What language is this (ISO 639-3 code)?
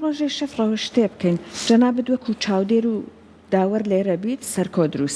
ckb